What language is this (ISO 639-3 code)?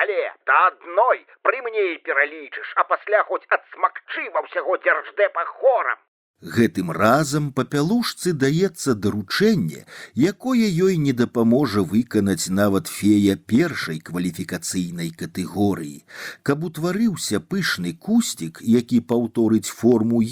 bel